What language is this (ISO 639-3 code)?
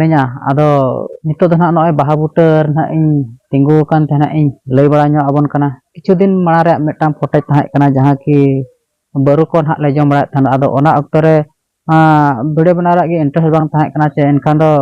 sat